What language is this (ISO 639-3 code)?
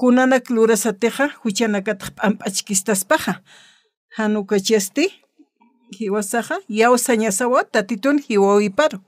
aym